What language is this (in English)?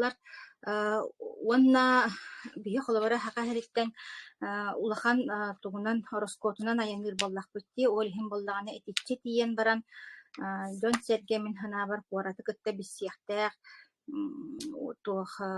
Yakut